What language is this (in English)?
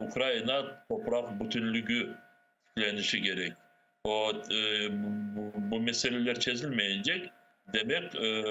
Crimean Tatar